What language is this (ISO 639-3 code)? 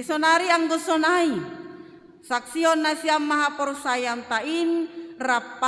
bts